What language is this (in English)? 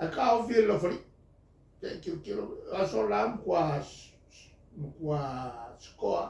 Samoan